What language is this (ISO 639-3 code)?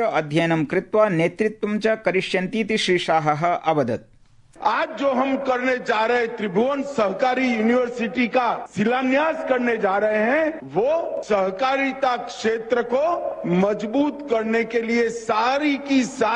san